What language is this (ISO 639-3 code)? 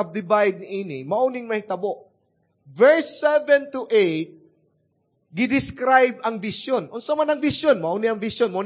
ceb